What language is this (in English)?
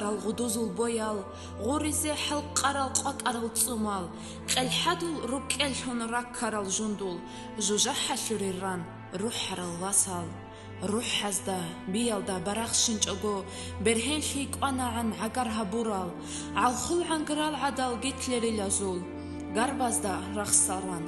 Avaric